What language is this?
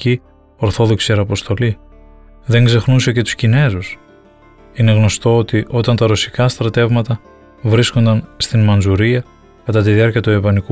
Greek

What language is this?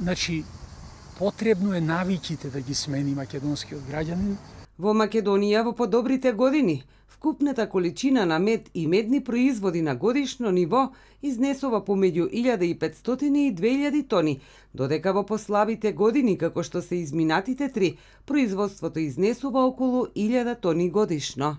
Macedonian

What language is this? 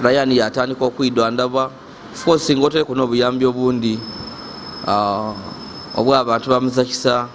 Ganda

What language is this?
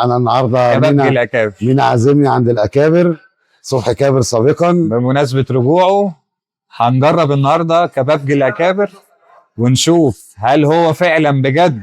Egyptian Arabic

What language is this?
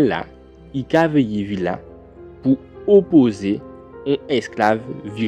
Guadeloupean Creole French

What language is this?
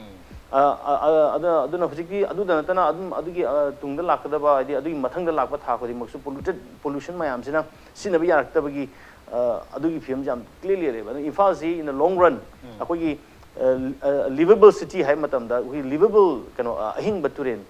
Manipuri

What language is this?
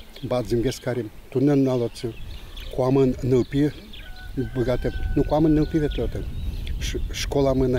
Udmurt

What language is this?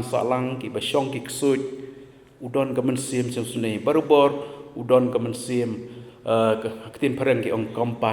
Khasi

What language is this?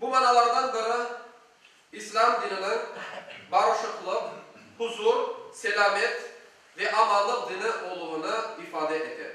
Crimean Tatar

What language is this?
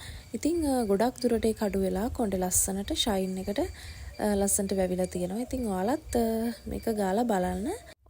Sinhala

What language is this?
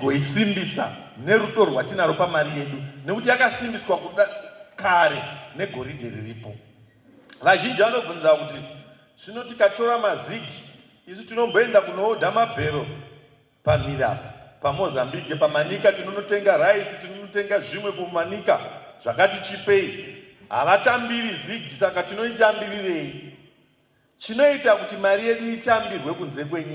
Shona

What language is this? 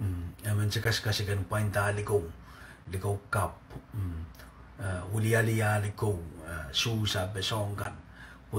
Pohnpeian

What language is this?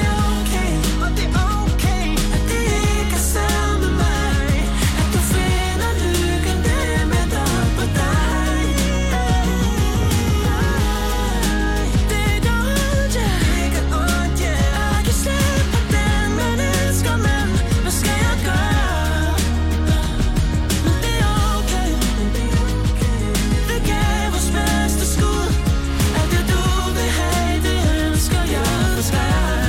Danish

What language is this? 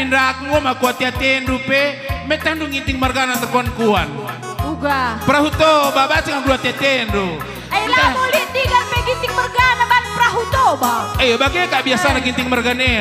Batak Karo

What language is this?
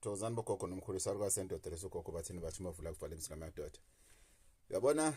Zulu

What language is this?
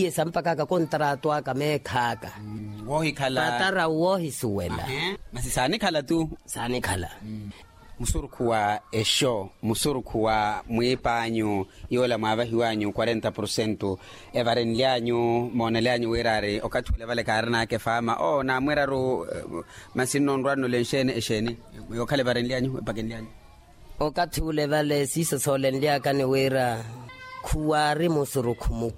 Makhuwa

